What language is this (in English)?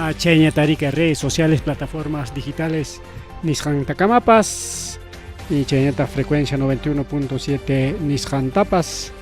Ayacucho Quechua